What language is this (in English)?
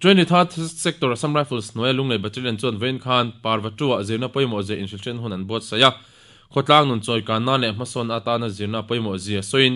Mizo